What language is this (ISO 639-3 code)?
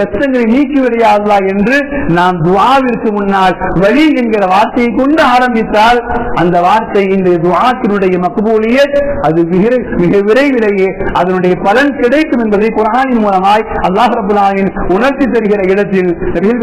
tam